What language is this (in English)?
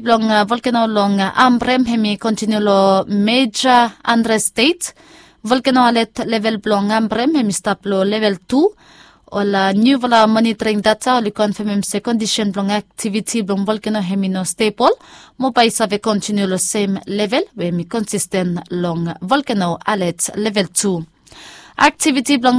Bislama